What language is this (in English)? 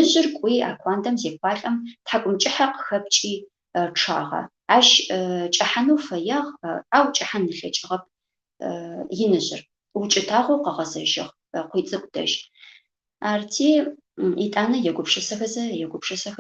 Adyghe